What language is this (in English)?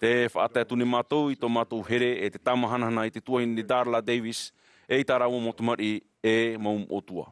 Tahitian